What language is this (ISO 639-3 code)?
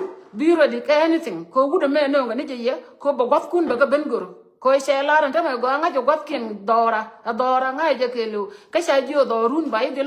nus